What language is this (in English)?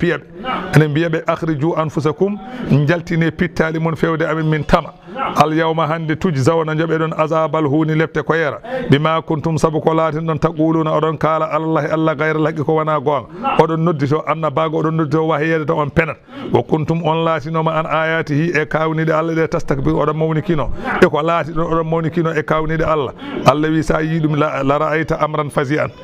Fula